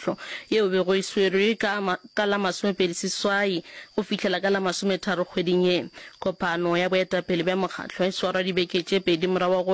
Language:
Northern Sotho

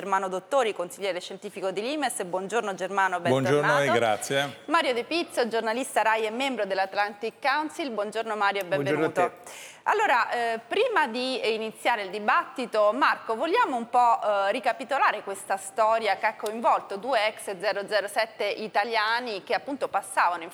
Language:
Italian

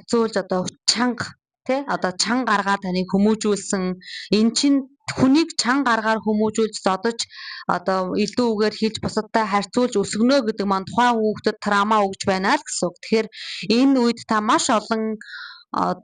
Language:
Mongolian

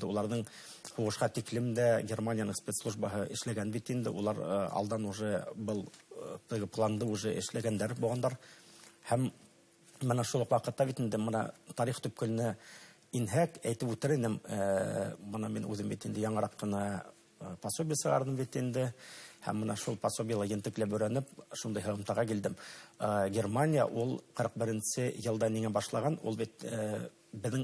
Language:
Bashkir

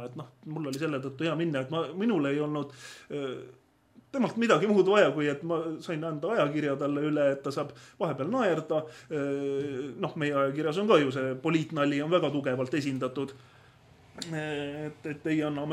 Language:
Estonian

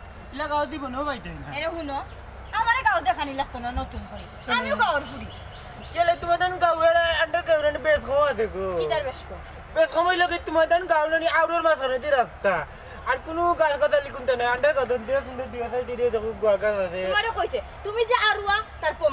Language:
Sylheti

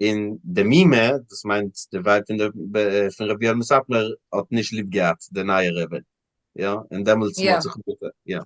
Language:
Yiddish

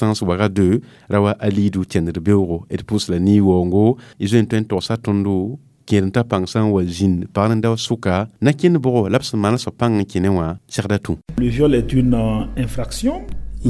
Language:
Mossi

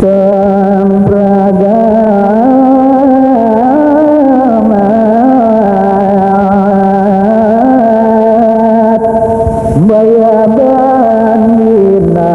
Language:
Balinese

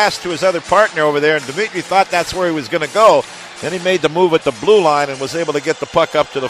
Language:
English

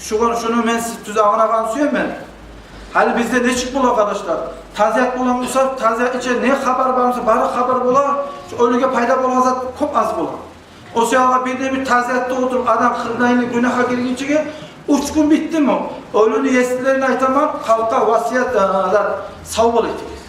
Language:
Kumyk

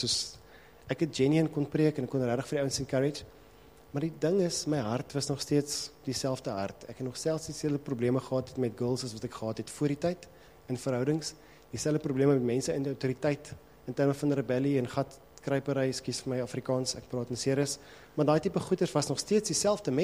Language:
Afrikaans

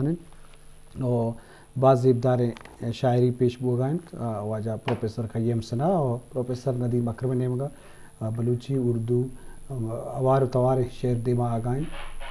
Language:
Eastern Balochi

